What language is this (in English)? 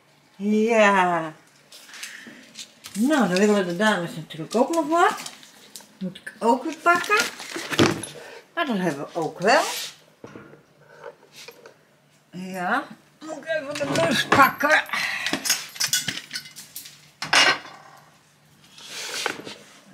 Dutch